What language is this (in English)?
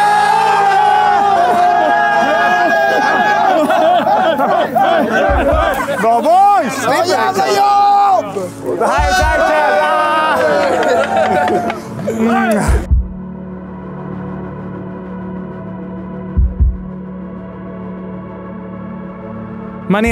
Swedish